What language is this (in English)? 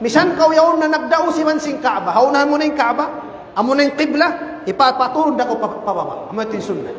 Tausug